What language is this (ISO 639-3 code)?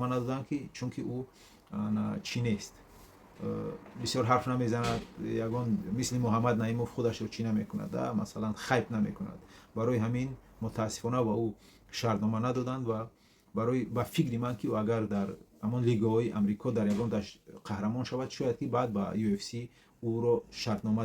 tgk